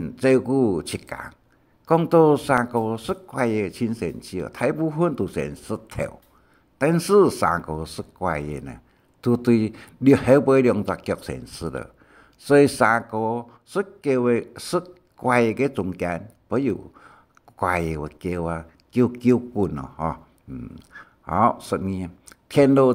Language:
Hakka Chinese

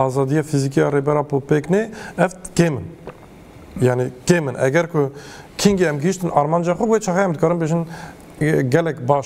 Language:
Kurdish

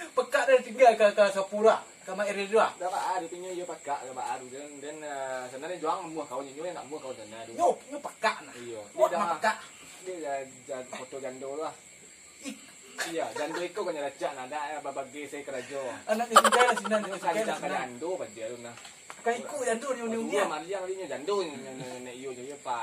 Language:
Minangkabau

